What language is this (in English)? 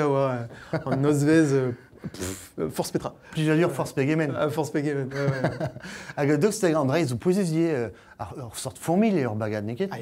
Breton